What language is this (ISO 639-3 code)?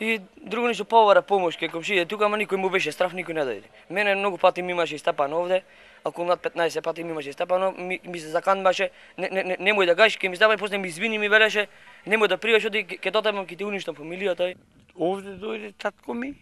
mkd